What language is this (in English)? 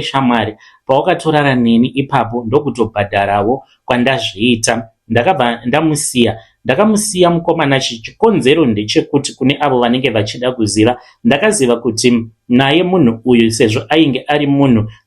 Shona